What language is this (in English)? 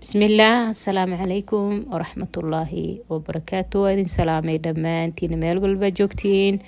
Somali